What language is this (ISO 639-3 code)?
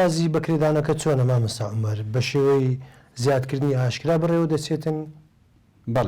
ckb